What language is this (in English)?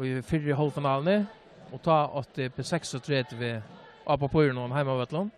Faroese